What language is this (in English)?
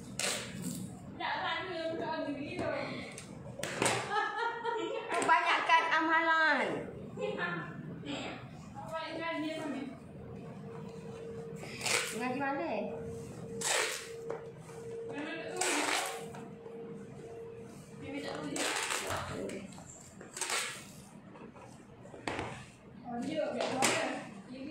Malay